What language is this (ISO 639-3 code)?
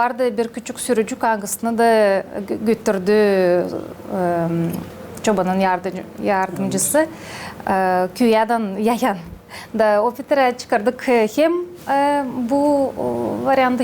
gag